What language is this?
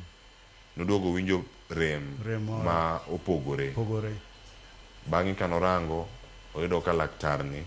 Luo (Kenya and Tanzania)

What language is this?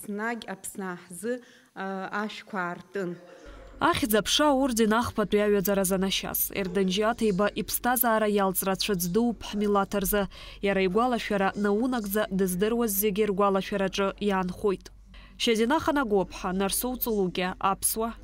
Abkhazian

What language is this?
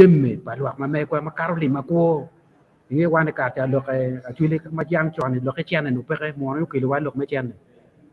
Acoli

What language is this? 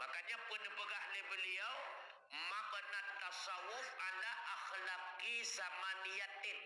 Achinese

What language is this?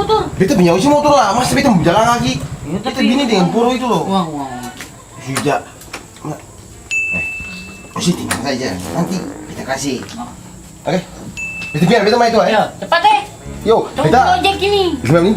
Ambonese Malay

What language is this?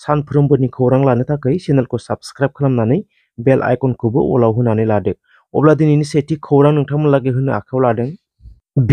Bodo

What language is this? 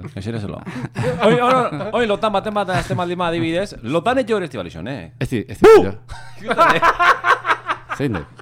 Basque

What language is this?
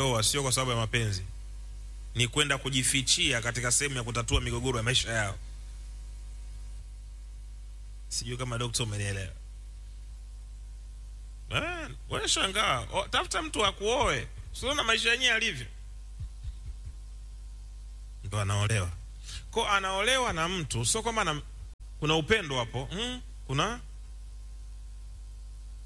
Swahili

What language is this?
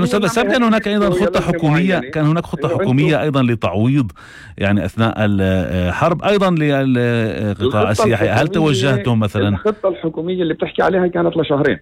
North Levantine Arabic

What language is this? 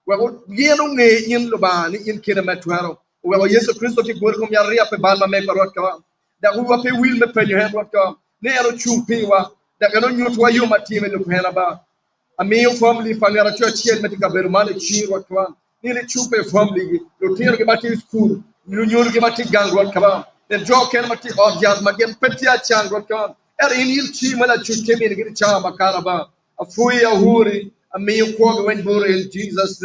Acoli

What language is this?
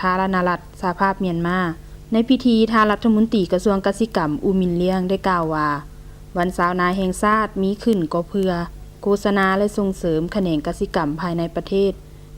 Lao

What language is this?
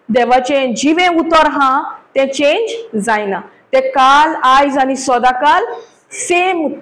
Konkani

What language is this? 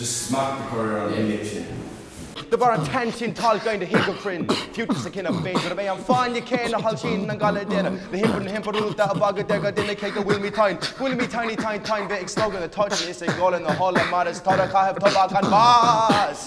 Irish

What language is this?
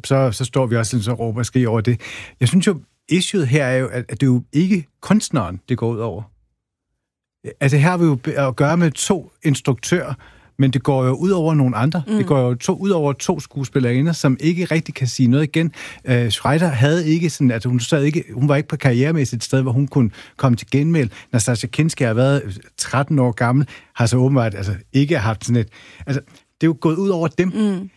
Danish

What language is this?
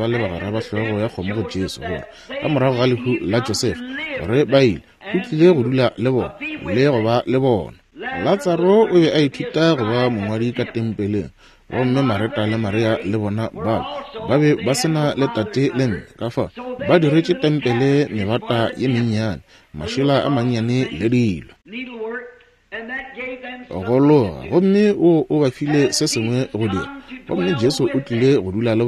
Northern Sotho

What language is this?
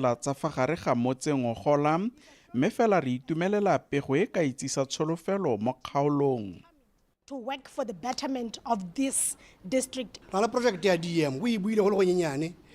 Tswana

